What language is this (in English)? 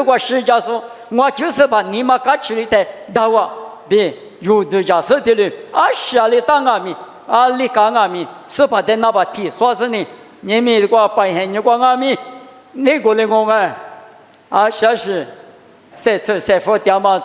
Lisu